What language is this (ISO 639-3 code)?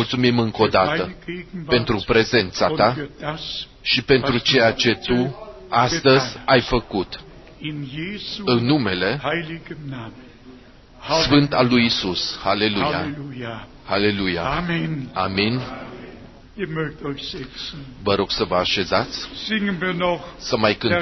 ron